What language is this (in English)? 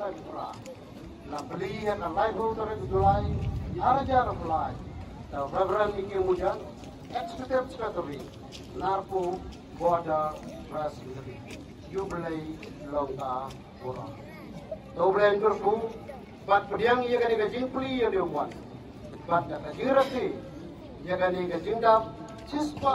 Khasi